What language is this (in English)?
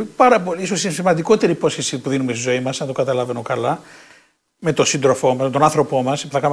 Greek